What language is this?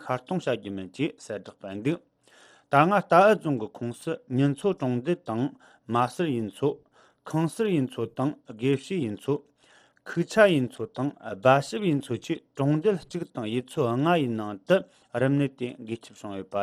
Tibetan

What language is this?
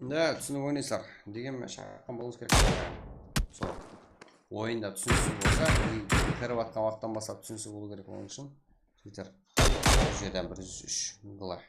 Kara-Kalpak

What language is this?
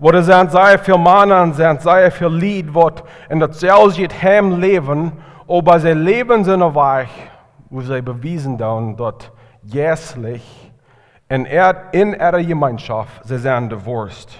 Plautdietsch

